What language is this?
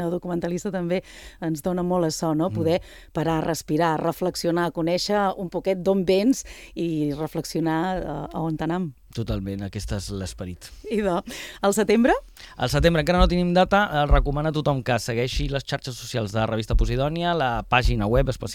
Catalan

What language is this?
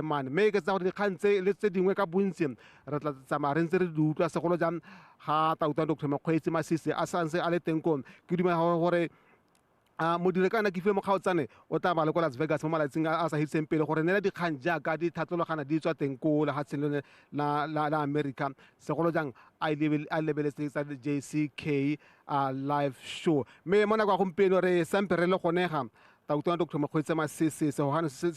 Tswana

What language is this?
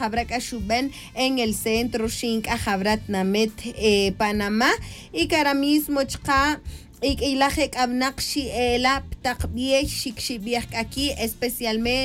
Tz'utujil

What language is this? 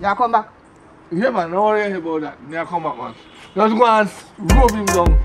Jamaican Creole English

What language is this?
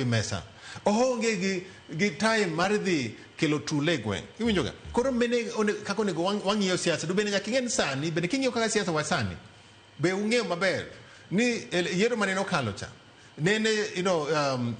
Luo (Kenya and Tanzania)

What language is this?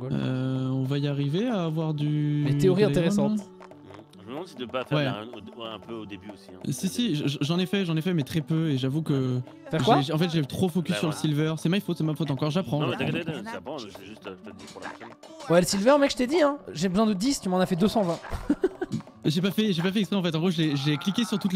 French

